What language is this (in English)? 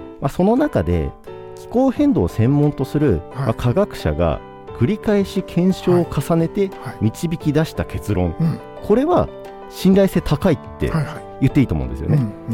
Japanese